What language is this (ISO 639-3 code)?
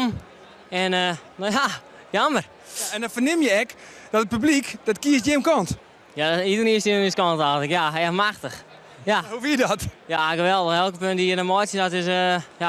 fry